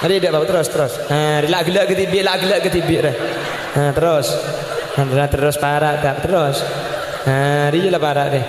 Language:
Madurese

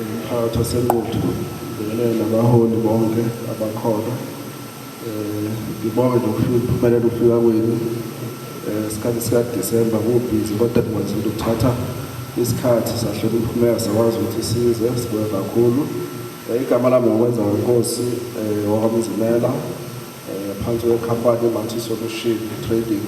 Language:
Zulu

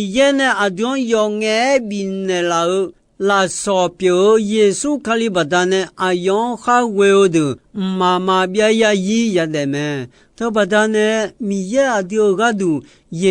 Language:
Akha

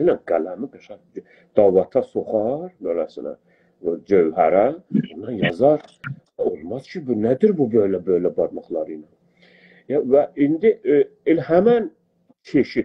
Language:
South Azerbaijani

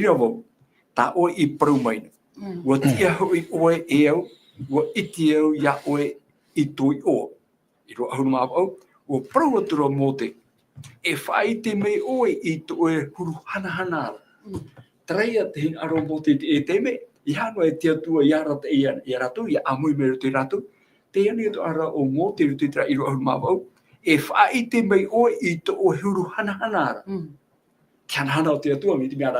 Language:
Tahitian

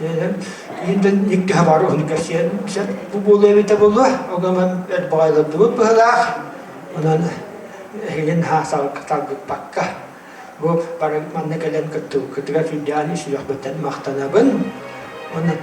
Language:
Yakut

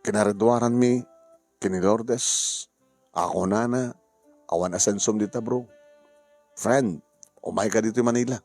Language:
Iloko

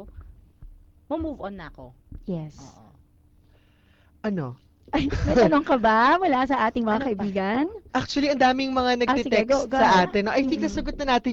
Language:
Filipino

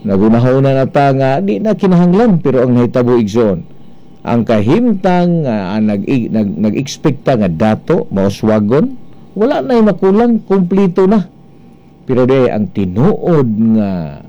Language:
Cebuano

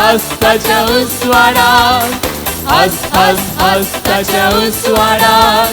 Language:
Konkani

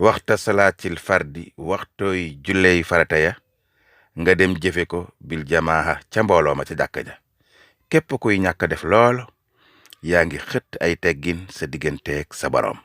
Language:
Wolof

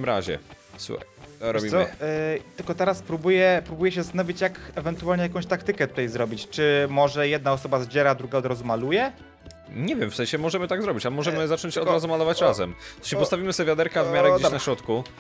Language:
Polish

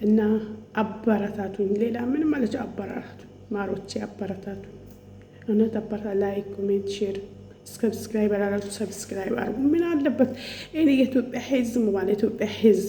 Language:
Amharic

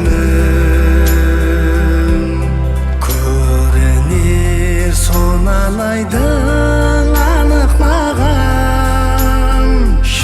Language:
Kara-Kalpak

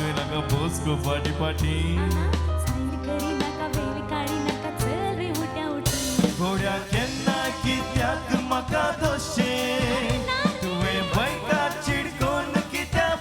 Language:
Konkani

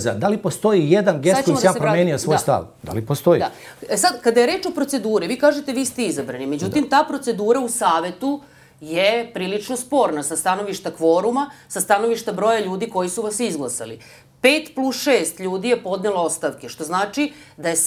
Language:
Serbian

